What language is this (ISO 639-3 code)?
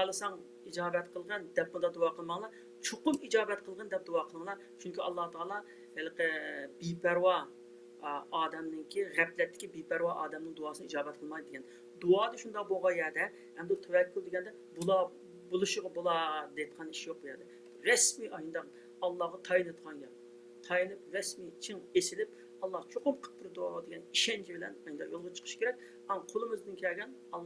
uig